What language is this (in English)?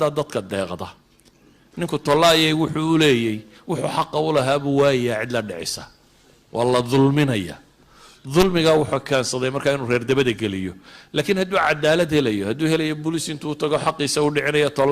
Somali